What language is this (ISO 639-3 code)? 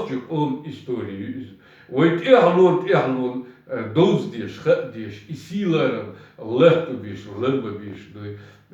che